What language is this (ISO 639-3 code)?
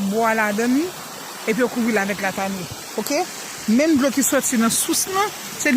hat